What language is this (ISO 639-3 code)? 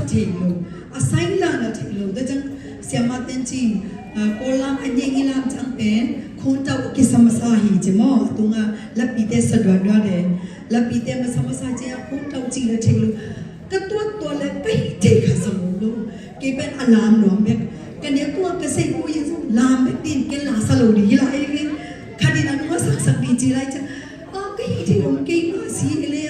ctd